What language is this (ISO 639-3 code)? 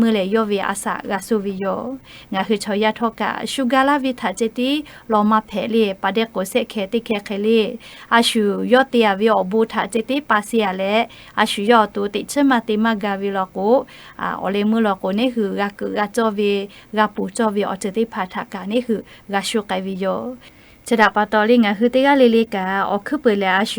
lhu